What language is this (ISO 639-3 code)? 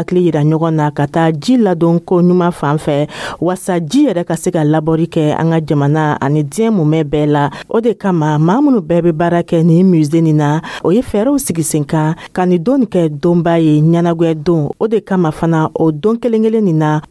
dyu